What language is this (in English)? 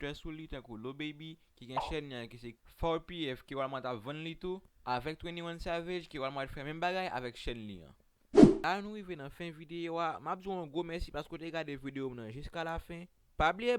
Haitian Creole